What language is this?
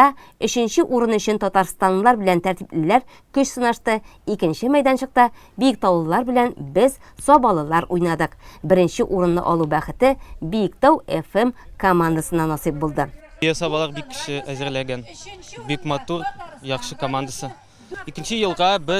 Tatar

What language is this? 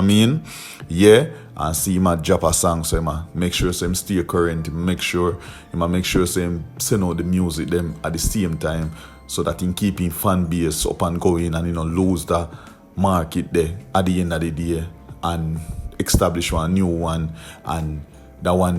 Jamaican Creole English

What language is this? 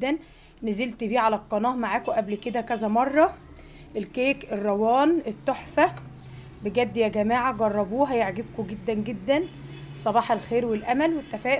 Egyptian Arabic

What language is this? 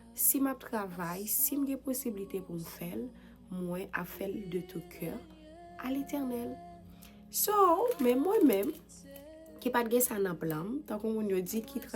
Haitian Creole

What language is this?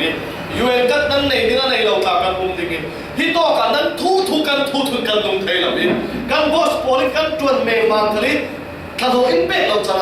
Falam Chin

